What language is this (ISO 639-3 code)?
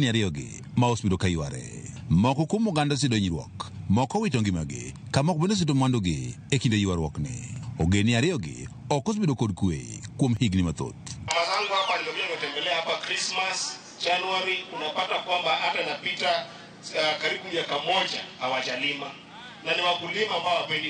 luo